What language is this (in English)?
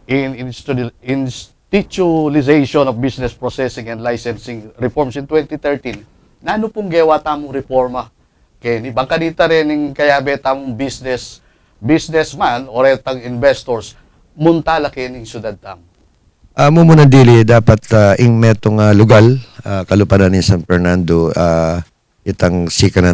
Pampanga